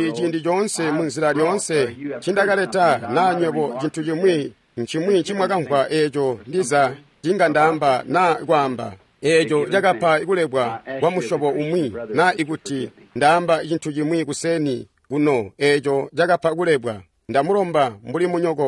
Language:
Tonga (Zambia)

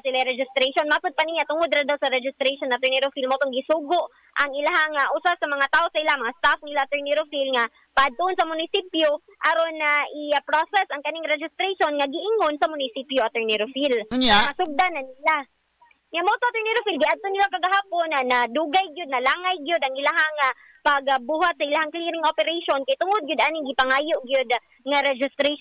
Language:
Cebuano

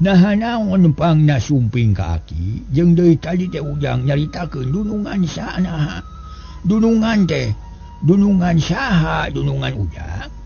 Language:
Sundanese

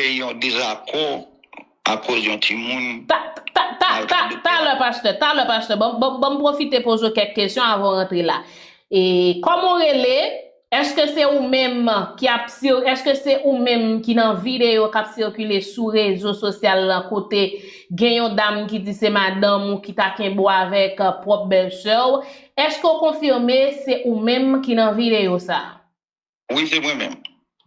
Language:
Haitian Creole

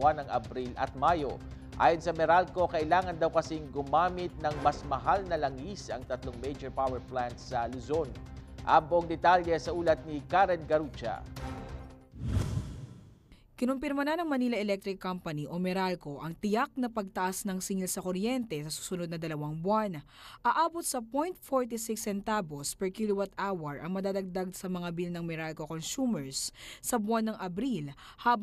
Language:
Filipino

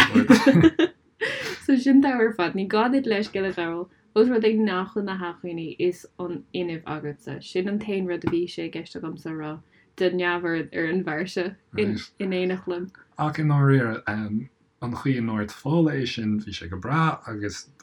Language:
Irish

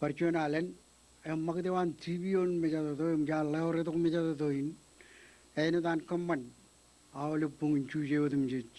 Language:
Marshallese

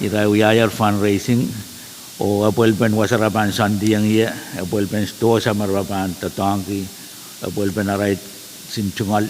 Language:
Pohnpeian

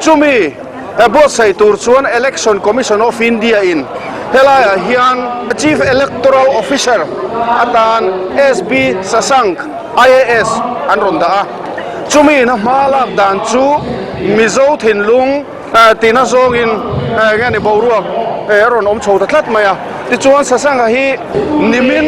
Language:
Mizo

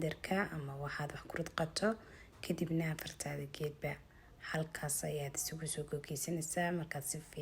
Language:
Somali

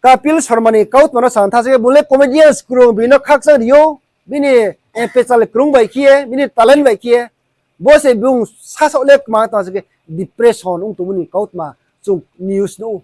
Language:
Riang (India)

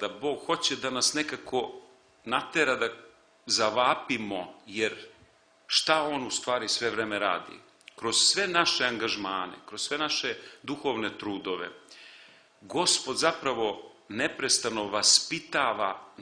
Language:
Serbian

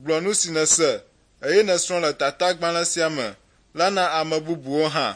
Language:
Ewe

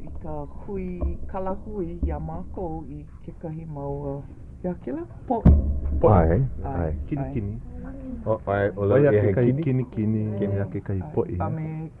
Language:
Hawaiian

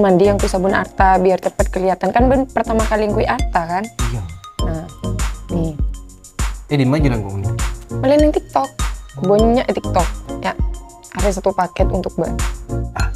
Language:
Madurese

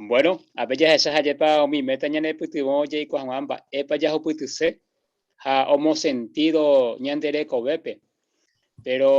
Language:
Guarani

